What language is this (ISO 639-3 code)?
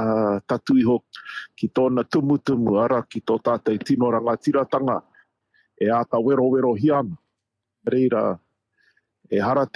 mri